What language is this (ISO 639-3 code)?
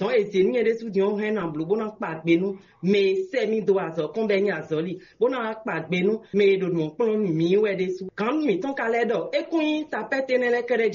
fon